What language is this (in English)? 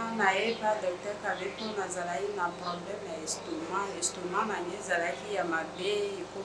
Lingala